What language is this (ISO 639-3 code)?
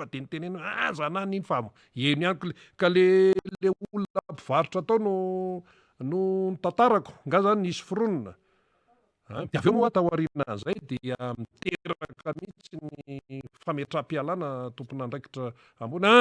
mlg